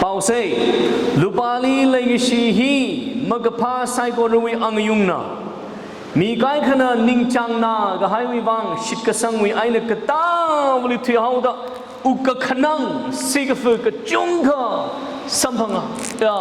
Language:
Tangkhul Naga (India)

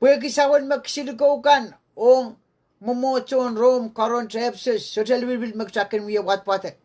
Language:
Pohnpeian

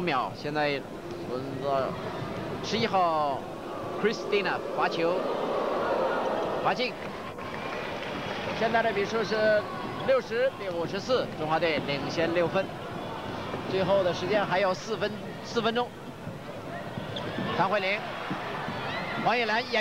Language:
Chinese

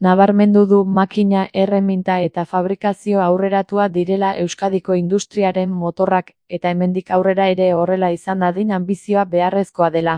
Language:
Basque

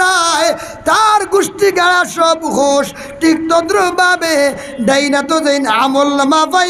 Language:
Sylheti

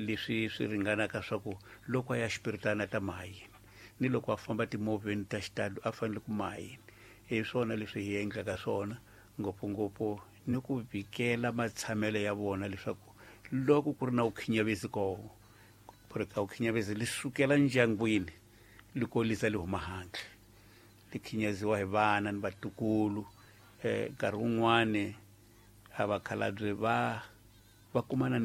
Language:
Tsonga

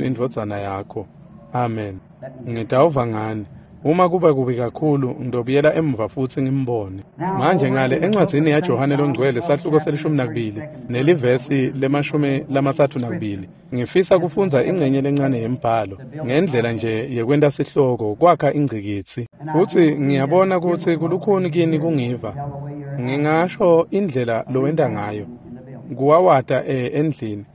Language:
Swati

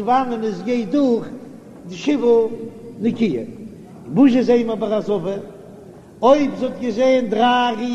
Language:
Yiddish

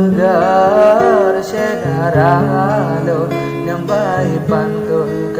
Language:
Achinese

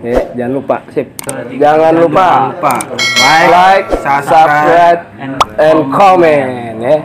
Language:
Betawi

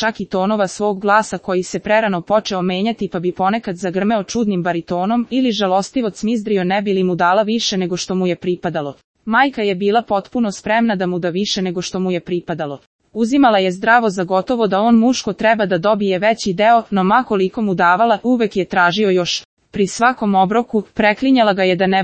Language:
Serbian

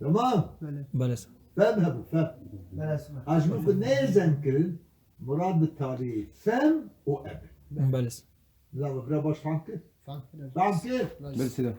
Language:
Kurdish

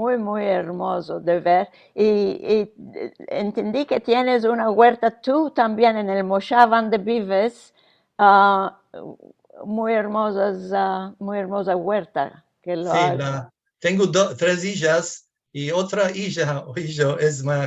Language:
Ladino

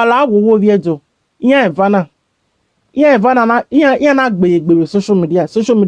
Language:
Nigerian Pidgin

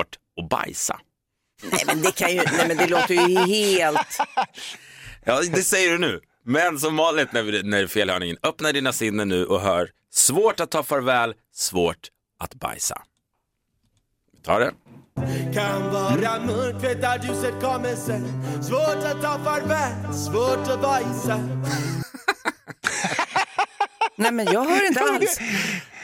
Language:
Swedish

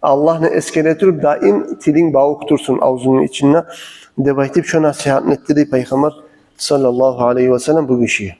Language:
Kumyk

